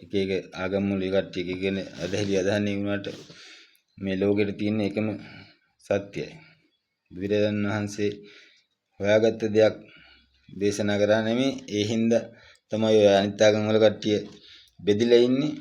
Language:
Sinhala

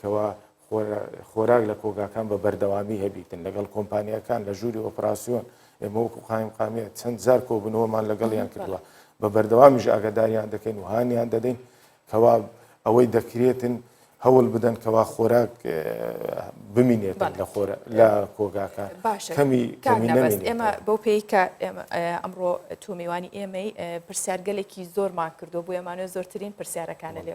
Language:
Central Kurdish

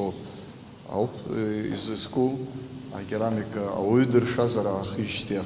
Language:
Abkhazian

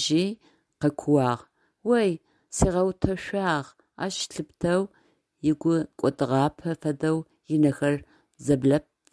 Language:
Adyghe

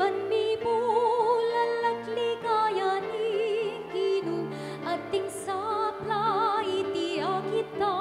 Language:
Pampanga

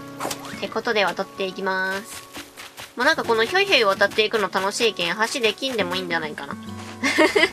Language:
Japanese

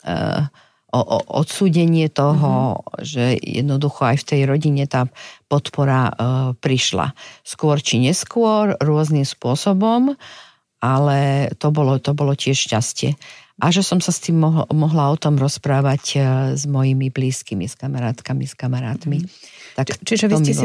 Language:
Slovak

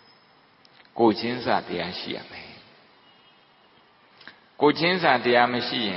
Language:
Burmese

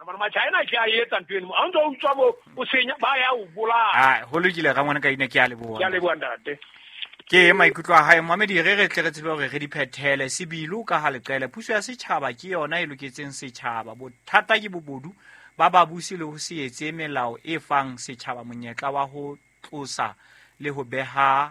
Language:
Southern Sotho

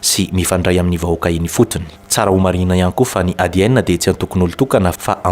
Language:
Malagasy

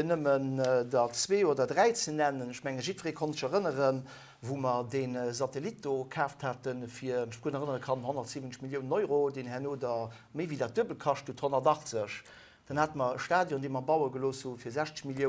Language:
Luxembourgish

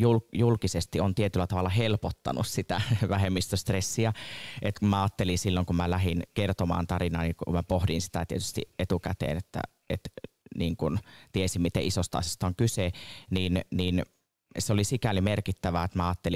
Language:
Finnish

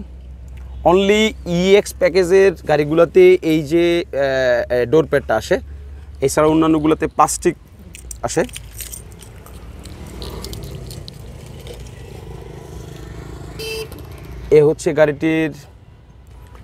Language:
Bangla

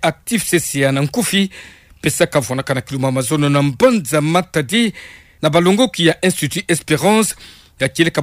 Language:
Kituba (Democratic Republic of Congo)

